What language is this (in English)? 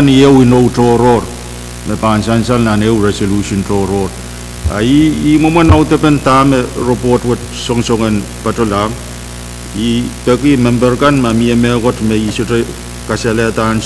Pohnpeian